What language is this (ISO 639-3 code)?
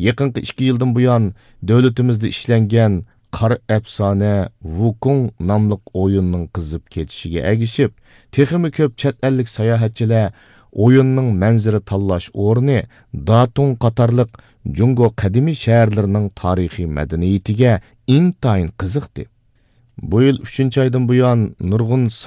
uig